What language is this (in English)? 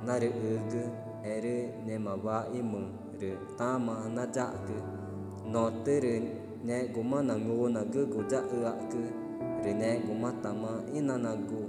Ticuna